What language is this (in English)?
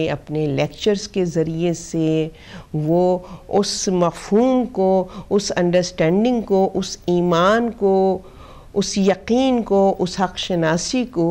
Urdu